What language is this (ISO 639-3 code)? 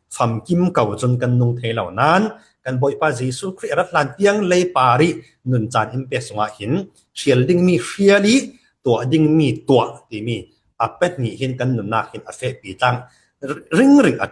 cfm